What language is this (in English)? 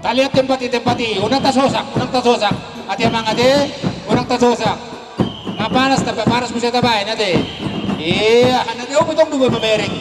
Batak Toba